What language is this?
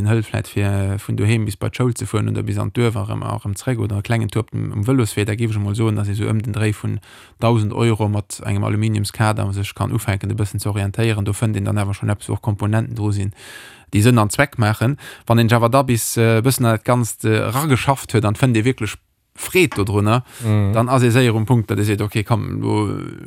Luxembourgish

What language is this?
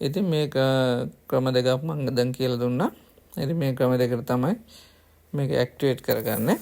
Sinhala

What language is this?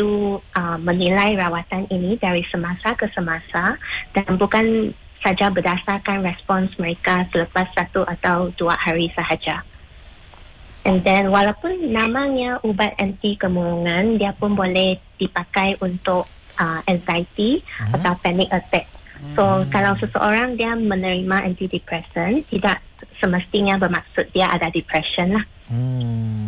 Malay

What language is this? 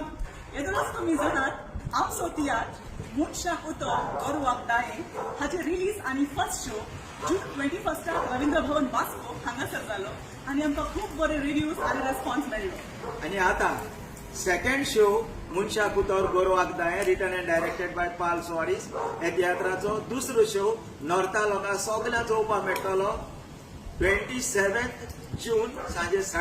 Konkani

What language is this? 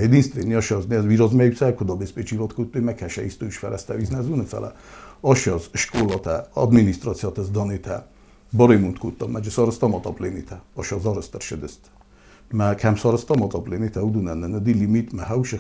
Ossetic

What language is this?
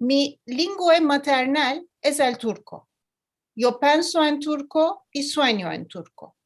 Ladino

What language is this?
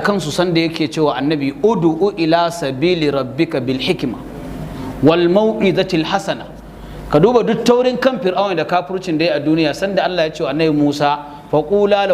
Hausa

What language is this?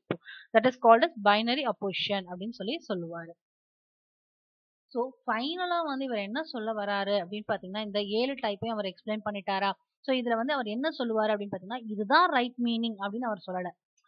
Tamil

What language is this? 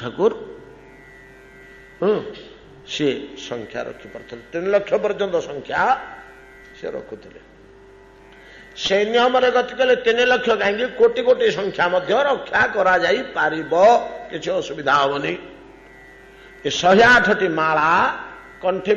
Odia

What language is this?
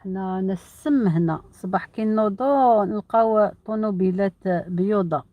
Algerian Arabic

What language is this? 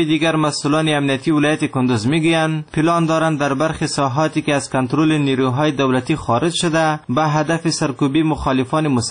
Persian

